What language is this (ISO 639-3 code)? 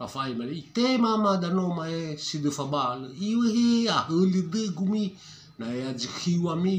nia